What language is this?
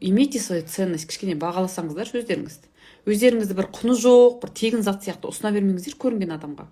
Kazakh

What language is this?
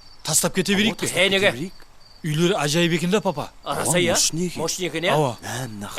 Kara-Kalpak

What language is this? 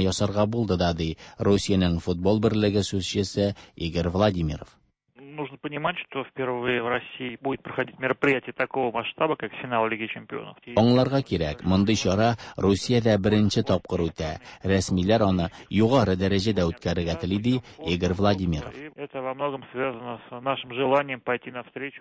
Tatar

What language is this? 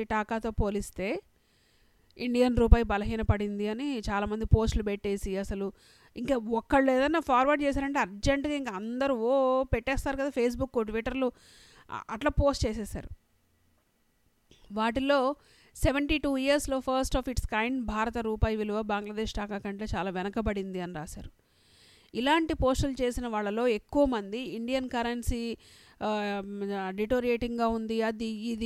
Telugu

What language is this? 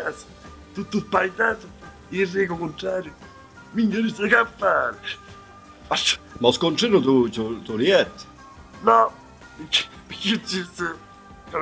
Sicilian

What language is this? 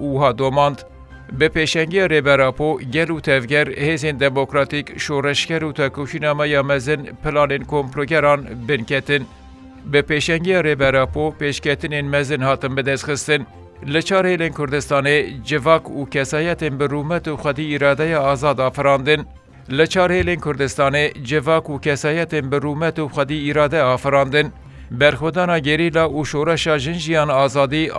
Kurdish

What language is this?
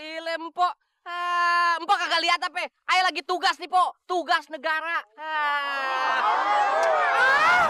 Betawi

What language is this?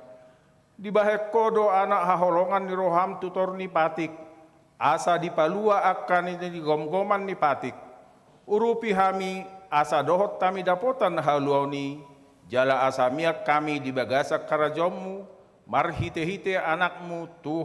Batak Toba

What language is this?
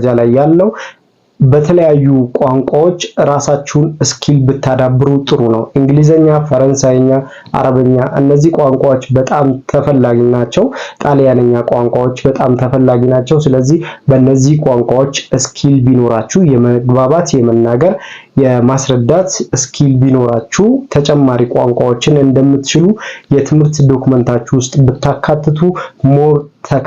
Amharic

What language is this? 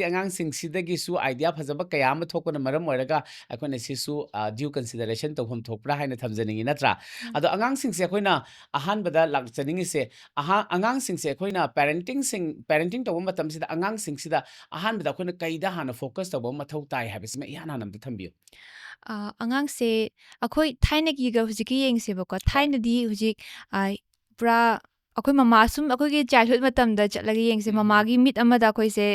Manipuri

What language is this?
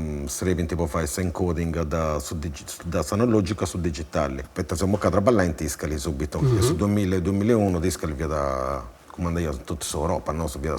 Sardinian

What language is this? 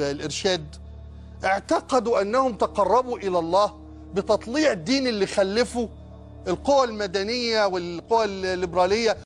Egyptian Arabic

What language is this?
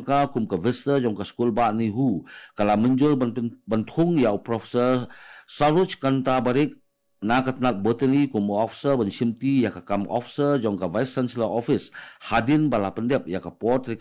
Khasi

